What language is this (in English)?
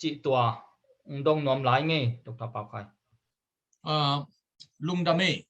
Tedim Chin